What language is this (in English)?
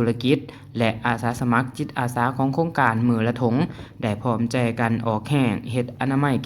Lao